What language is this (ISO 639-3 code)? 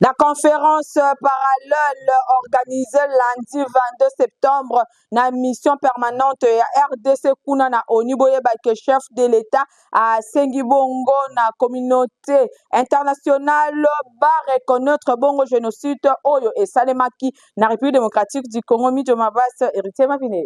lin